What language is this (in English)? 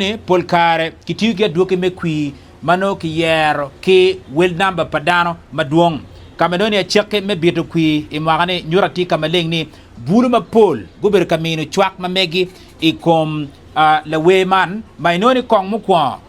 Acoli